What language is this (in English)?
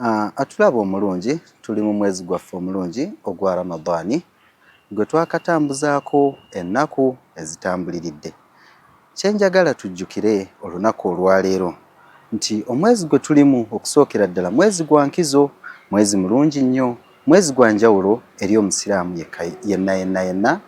Ganda